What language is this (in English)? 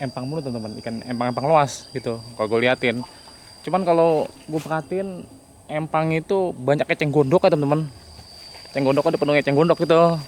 Betawi